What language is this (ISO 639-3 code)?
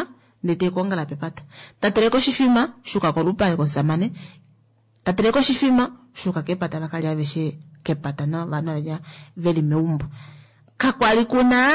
kua